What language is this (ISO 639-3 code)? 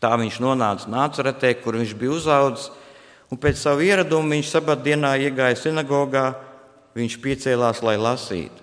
lav